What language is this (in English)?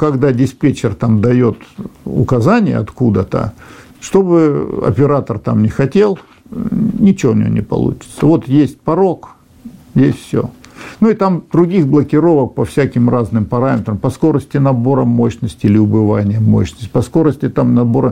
Russian